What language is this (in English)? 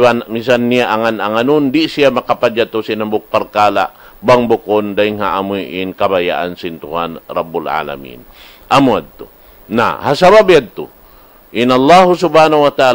Tausug